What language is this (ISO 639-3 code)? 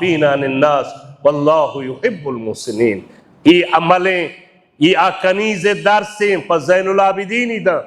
bal